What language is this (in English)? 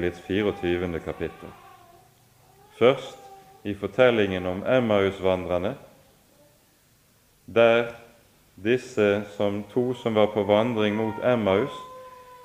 Norwegian